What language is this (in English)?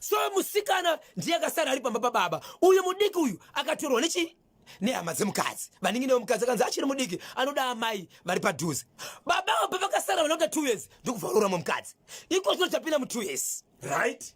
Shona